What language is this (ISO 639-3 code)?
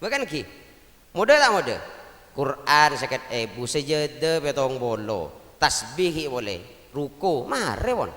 mad